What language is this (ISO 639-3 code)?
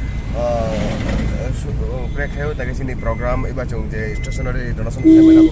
trp